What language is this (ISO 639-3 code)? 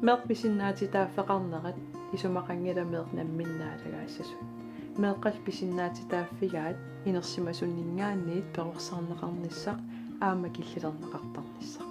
kal